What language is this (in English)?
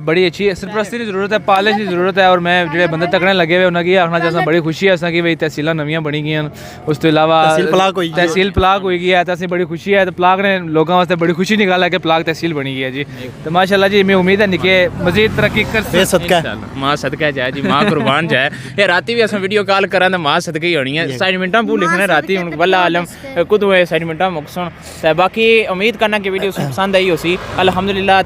Pahari-Potwari